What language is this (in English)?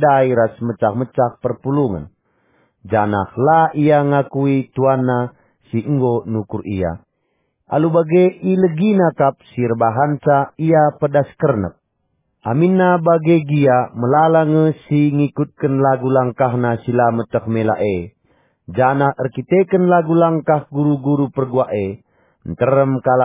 Batak Karo